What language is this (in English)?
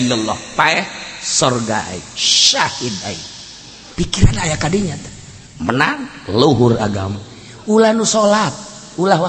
Sundanese